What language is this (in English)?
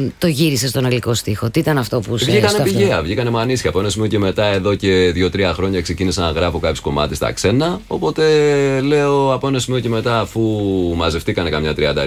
Greek